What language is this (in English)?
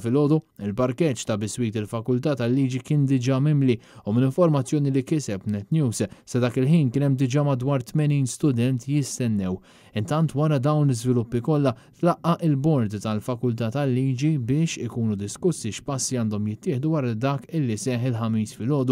Maltese